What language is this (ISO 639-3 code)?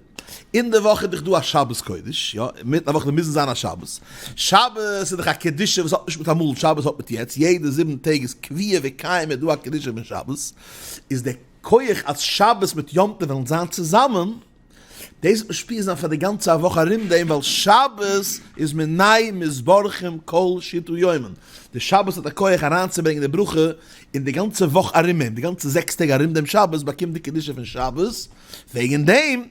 yid